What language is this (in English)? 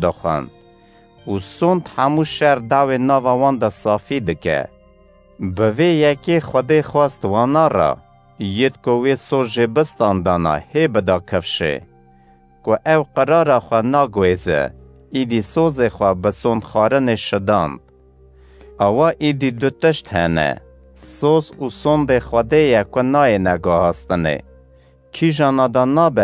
Kurdish